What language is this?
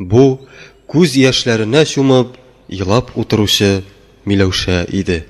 Tatar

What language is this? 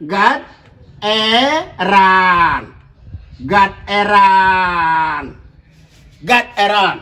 Nuer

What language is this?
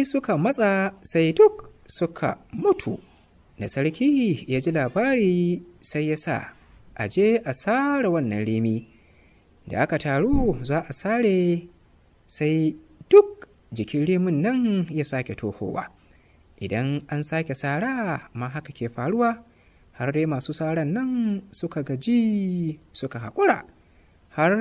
Hausa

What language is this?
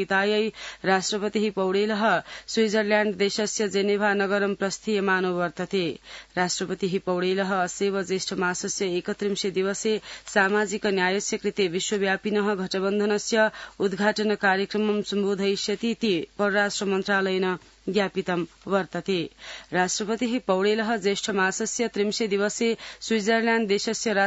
Sanskrit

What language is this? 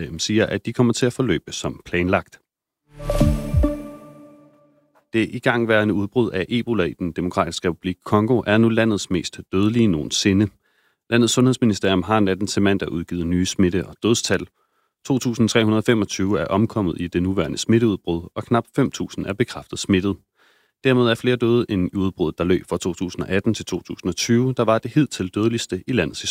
Danish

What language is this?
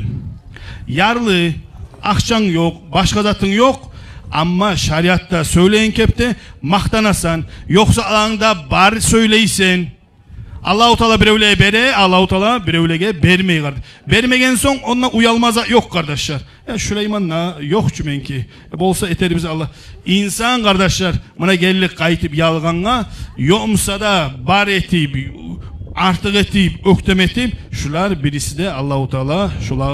Kumyk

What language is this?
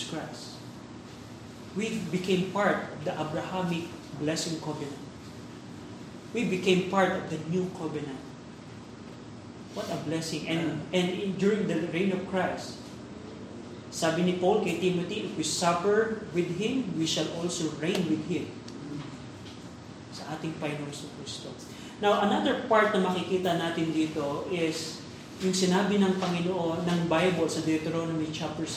Filipino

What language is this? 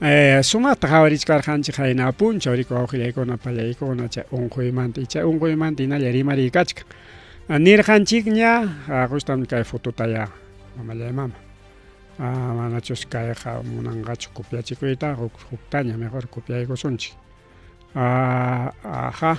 Ayacucho Quechua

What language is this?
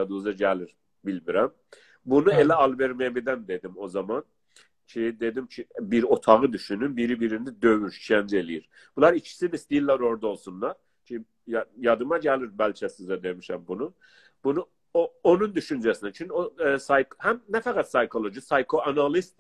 South Azerbaijani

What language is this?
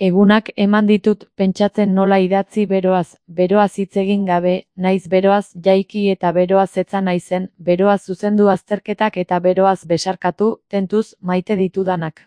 Basque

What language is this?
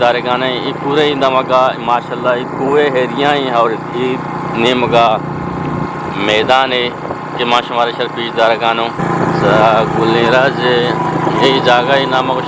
Eastern Balochi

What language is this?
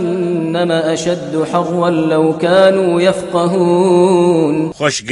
Kashmiri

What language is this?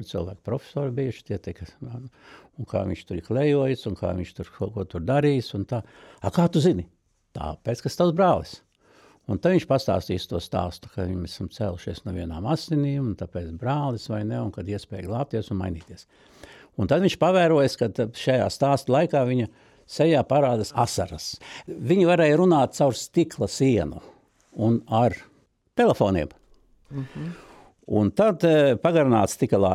Latvian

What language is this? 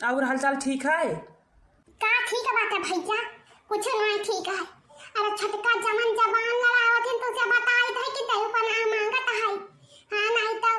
Awadhi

